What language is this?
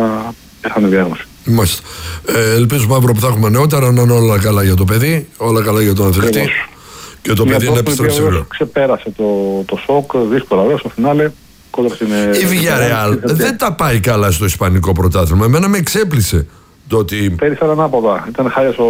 Greek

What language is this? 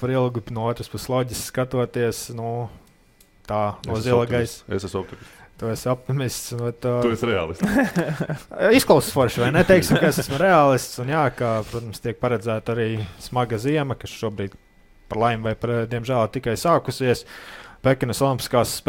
Latvian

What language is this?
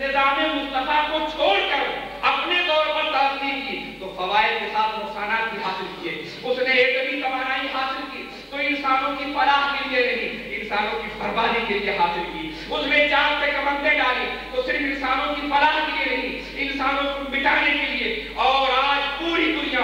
Urdu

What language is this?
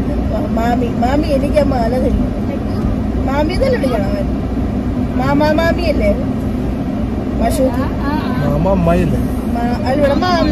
Malayalam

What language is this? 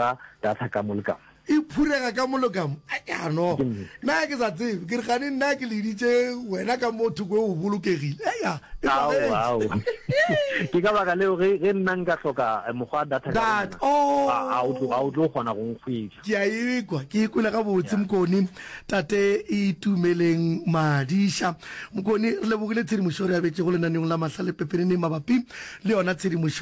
Northern Sotho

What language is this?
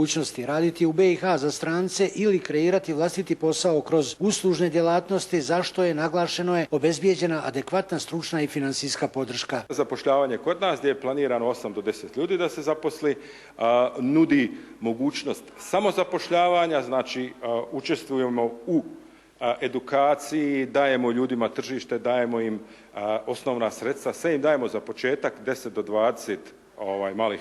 Bosnian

